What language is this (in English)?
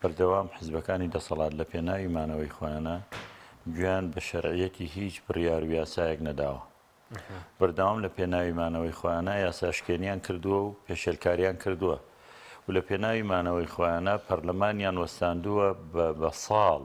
Central Kurdish